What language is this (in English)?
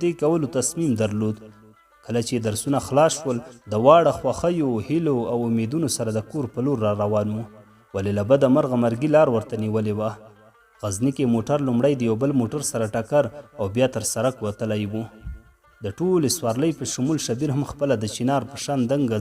Pashto